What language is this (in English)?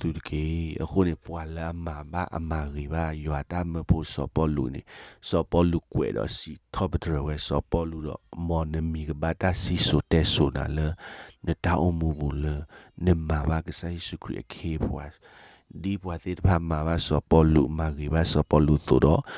S'gaw Karen